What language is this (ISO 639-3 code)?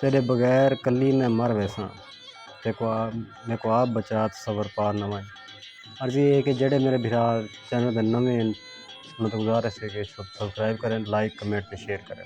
skr